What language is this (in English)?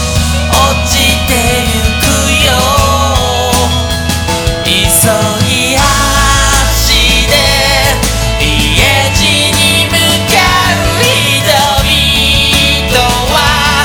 Japanese